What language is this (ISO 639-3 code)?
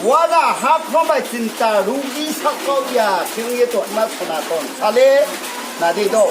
ria